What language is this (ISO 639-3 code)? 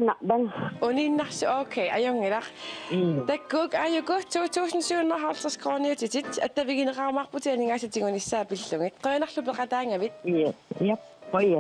kal